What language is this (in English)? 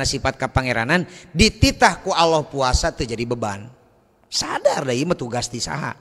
Sundanese